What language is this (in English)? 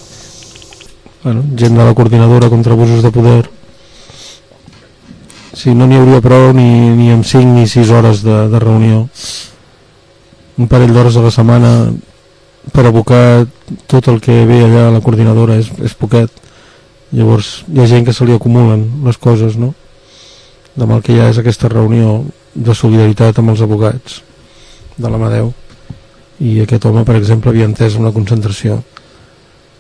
Catalan